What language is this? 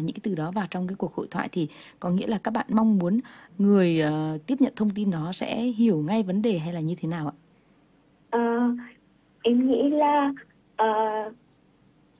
Vietnamese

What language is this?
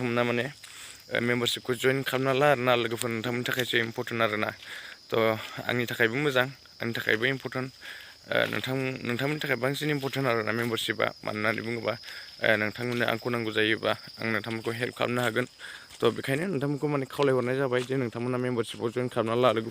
Bodo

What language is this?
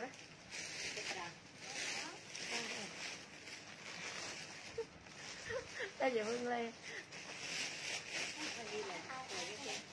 Vietnamese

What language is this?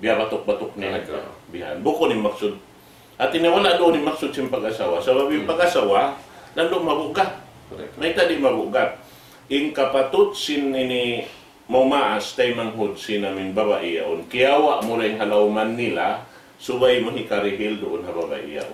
Tausug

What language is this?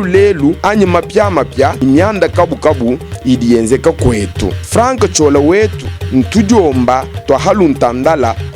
Luba-Lulua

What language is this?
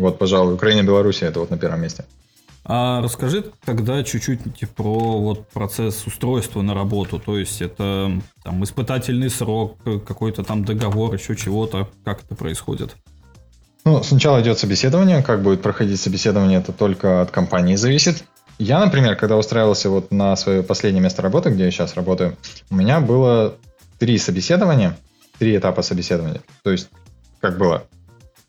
Russian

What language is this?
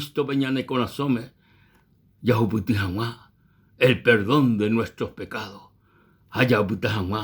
Guarani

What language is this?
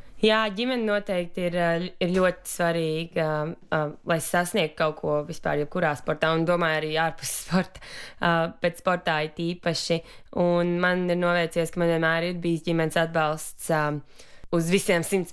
Latvian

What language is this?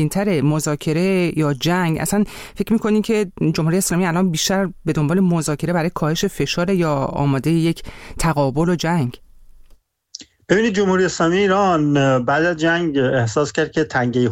Persian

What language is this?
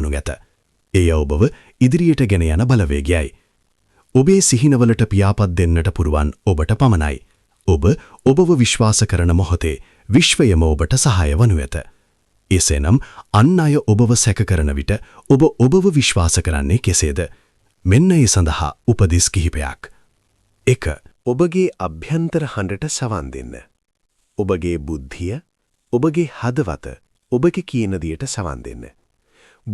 Sinhala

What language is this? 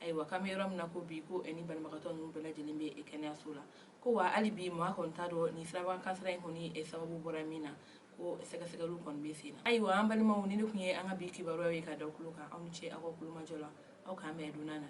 Bambara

